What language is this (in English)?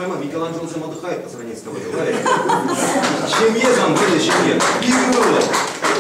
Chuvash